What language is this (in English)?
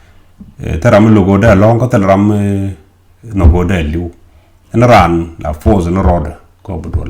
Nuer